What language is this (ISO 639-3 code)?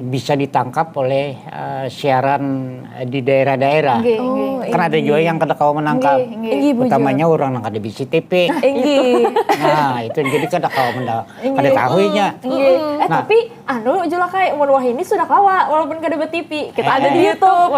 bjn